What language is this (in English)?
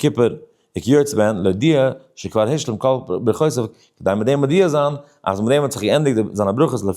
Yiddish